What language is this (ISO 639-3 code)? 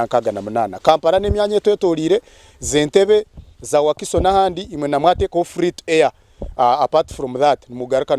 nyn